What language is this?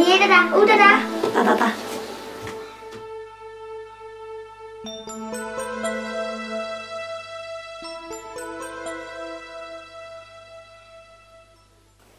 Burmese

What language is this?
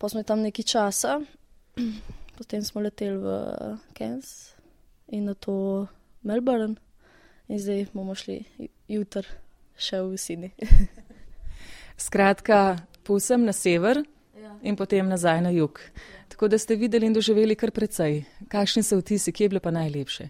Slovenian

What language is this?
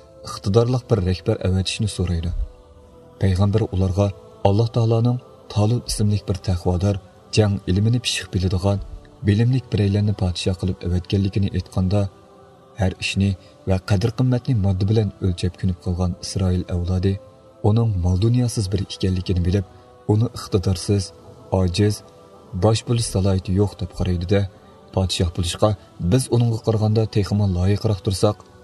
Uyghur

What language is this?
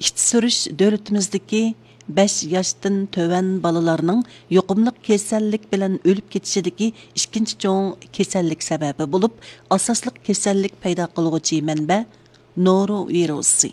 Uyghur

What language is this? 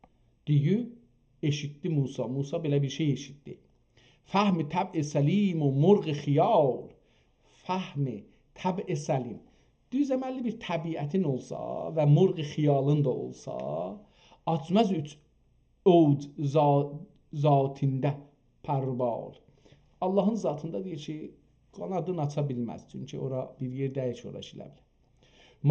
South Azerbaijani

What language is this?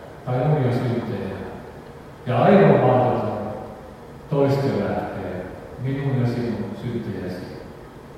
Finnish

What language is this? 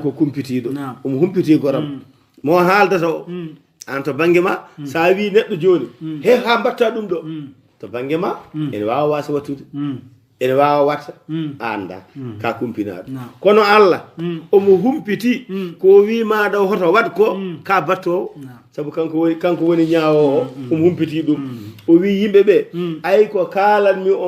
Fula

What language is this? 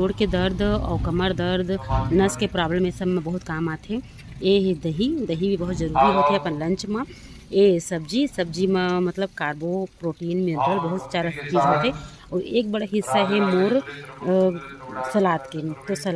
Chhattisgarhi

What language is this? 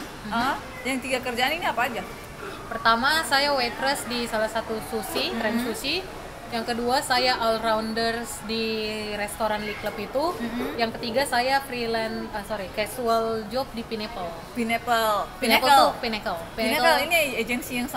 Indonesian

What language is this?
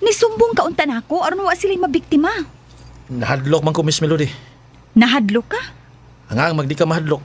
Cebuano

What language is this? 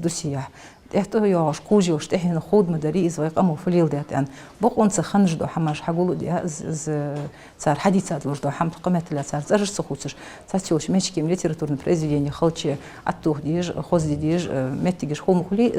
Ingush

